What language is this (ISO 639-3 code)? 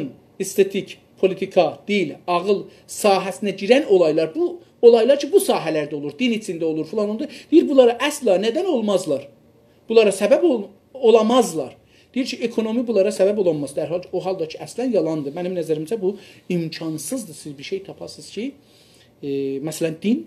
azb